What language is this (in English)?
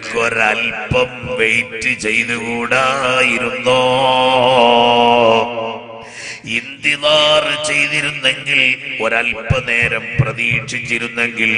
Malayalam